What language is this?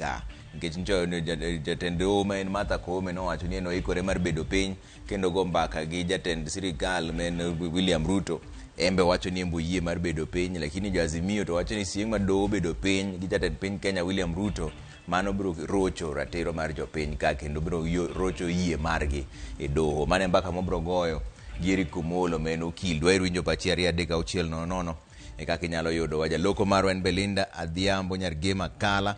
Luo (Kenya and Tanzania)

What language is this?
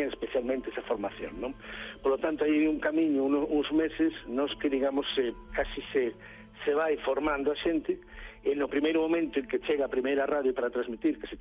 Galician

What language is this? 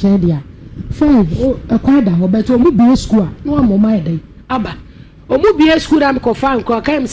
Akan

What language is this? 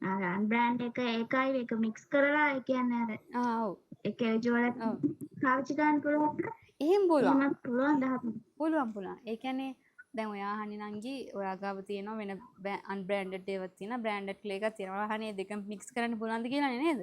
Sinhala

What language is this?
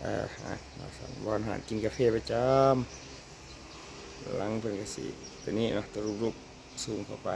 Lao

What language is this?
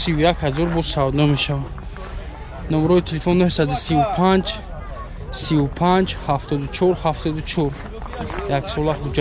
Tajik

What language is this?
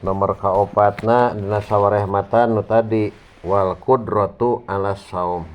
Sundanese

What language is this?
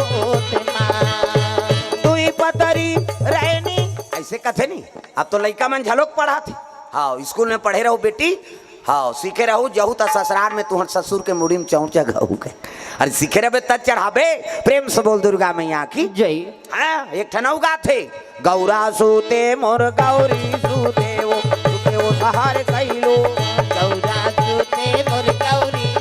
Chhattisgarhi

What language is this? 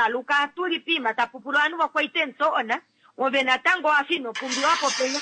Kuanyama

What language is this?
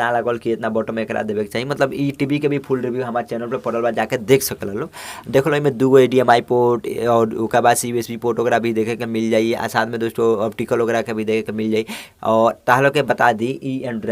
Bhojpuri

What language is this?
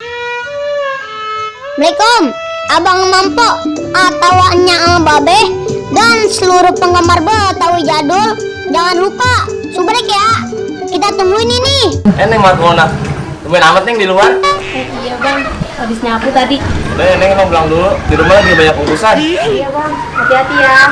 Betawi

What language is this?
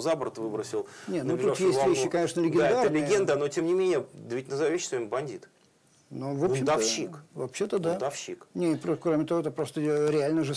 Russian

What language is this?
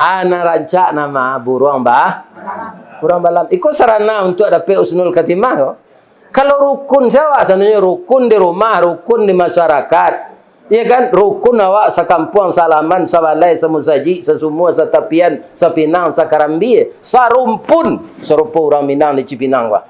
Minangkabau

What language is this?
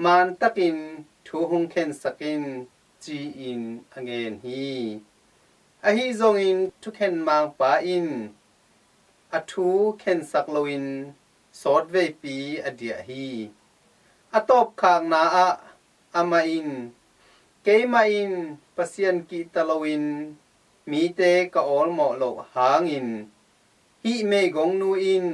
Tedim Chin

